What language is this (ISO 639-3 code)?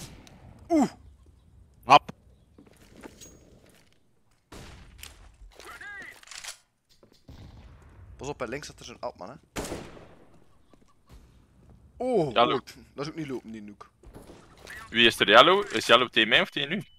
nld